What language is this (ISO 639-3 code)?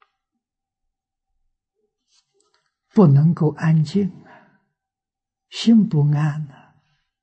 zho